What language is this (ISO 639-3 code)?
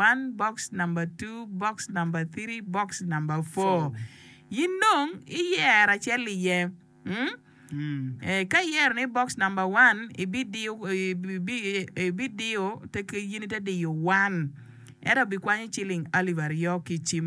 ach